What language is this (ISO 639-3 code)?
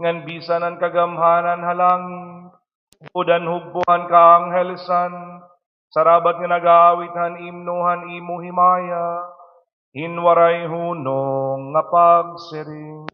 war